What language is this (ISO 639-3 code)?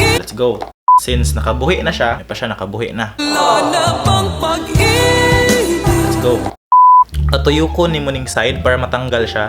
ceb